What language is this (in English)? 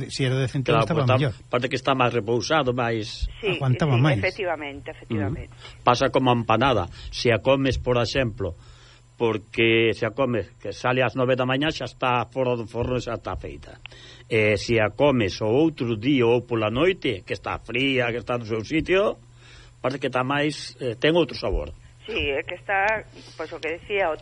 Galician